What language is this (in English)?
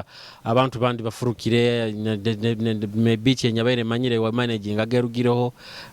Nyoro